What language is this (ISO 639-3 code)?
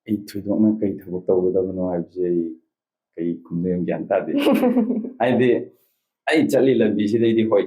mni